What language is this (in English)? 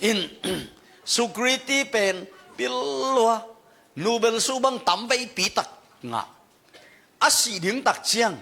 Tedim Chin